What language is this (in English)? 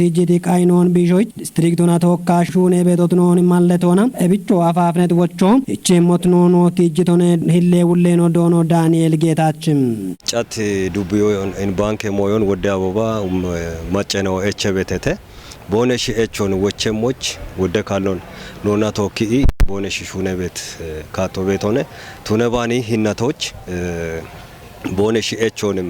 Kafa